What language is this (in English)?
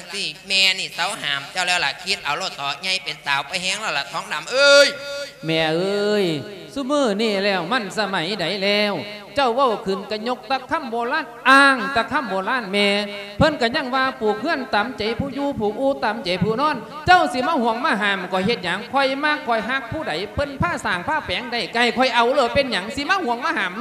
Lao